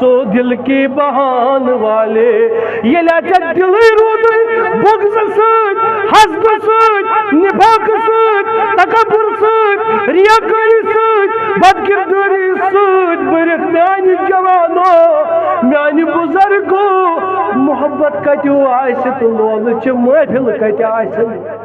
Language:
Kashmiri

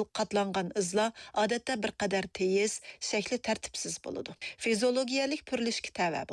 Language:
Uyghur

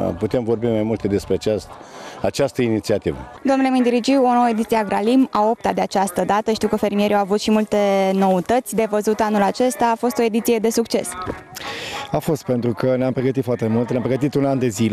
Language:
Romanian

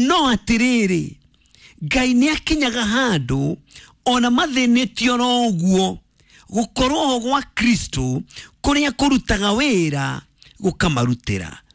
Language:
Kikuyu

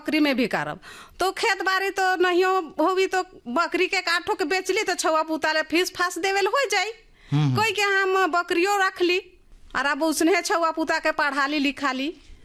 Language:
Bhojpuri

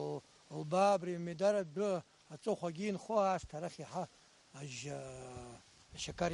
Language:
Abkhazian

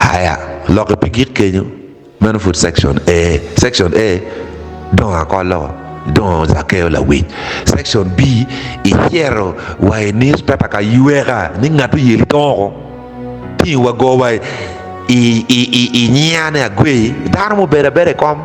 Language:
Acoli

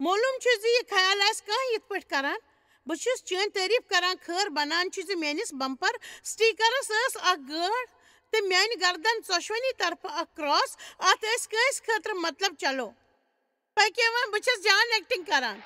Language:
Kashmiri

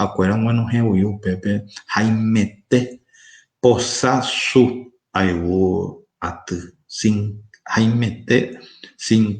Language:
Guarani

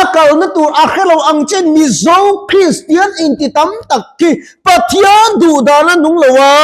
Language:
Mizo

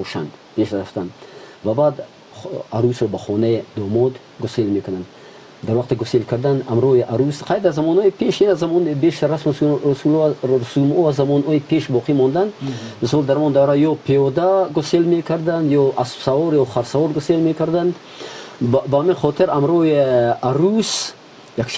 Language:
Tajik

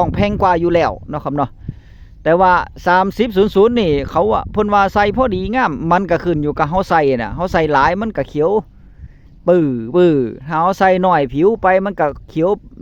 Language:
Northeastern Thai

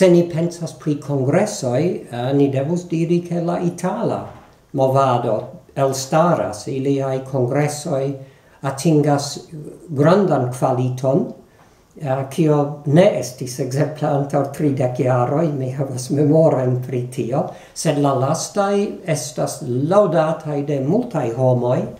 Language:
Esperanto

